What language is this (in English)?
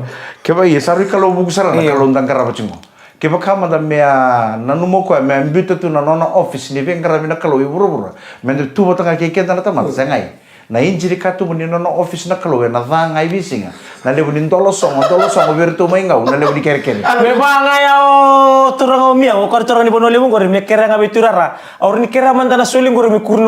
Fijian